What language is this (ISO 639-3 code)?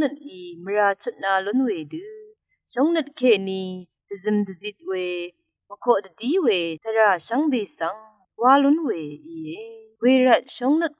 raw